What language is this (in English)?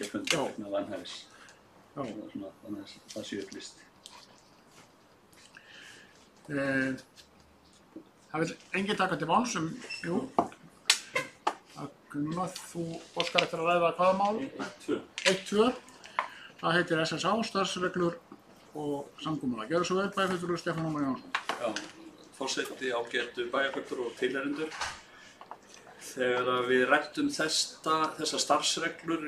Icelandic